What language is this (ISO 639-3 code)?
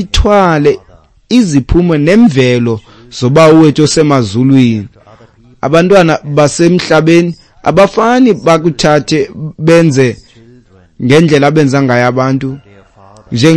xho